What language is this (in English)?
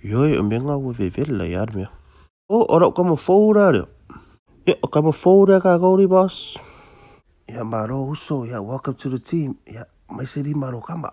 Samoan